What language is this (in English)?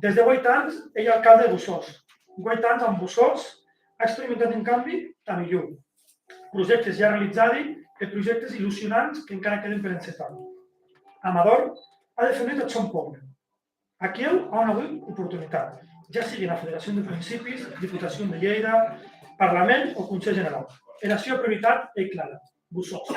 Occitan